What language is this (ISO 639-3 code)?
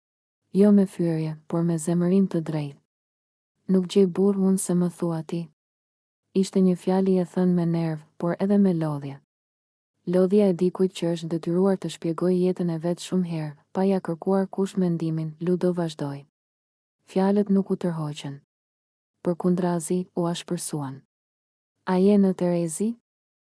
sqi